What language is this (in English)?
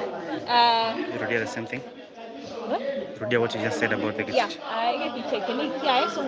Gusii